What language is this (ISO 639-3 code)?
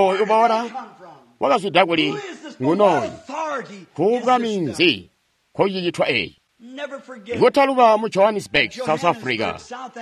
toi